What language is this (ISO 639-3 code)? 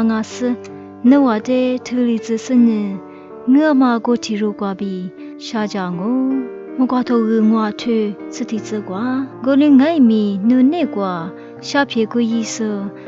lis